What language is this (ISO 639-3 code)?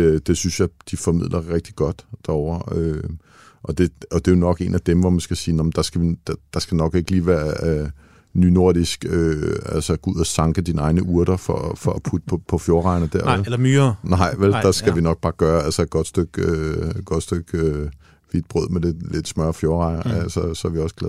dan